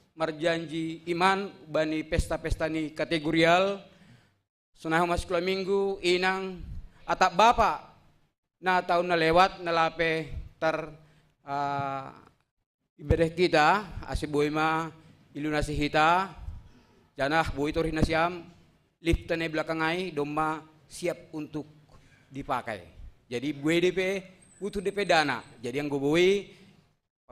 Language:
Batak Simalungun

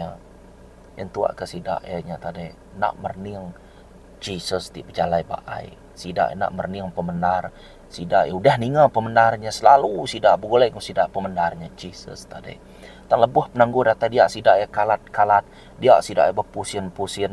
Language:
Iban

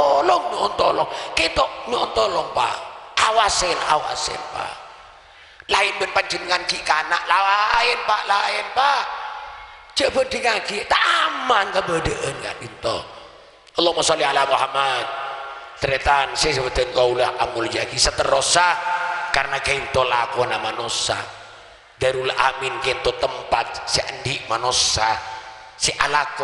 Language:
Madurese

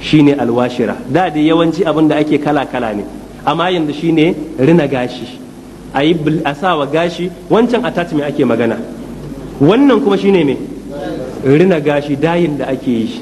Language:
Hausa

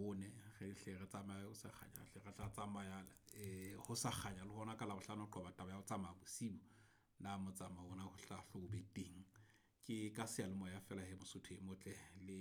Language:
Southern Sotho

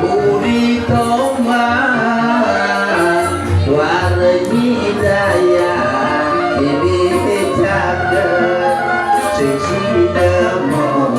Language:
Balinese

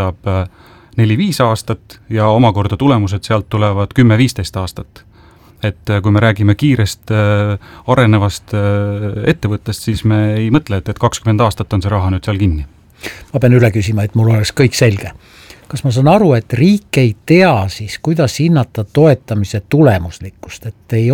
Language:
Estonian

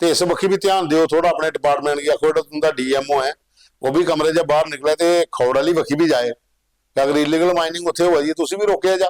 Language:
Dogri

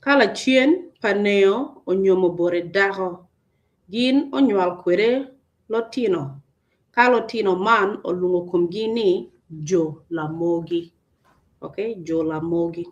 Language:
Acoli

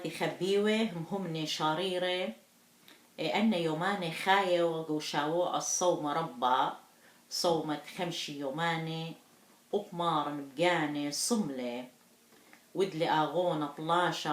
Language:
Assyrian Neo-Aramaic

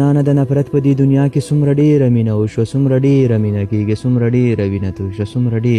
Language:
Pashto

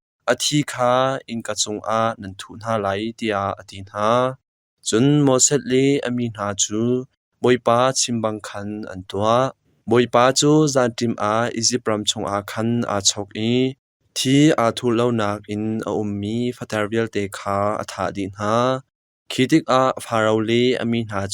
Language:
Hakha Chin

